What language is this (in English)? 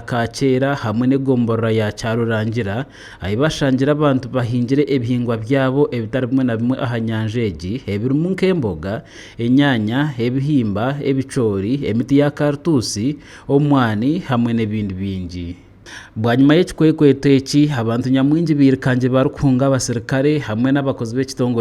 Nyankole